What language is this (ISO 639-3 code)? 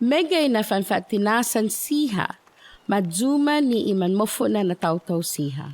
cha